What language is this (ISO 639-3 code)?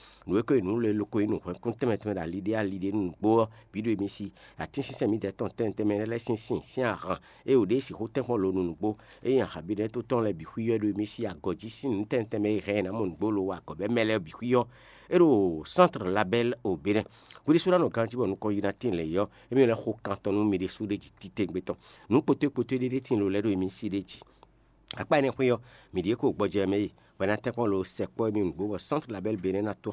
fon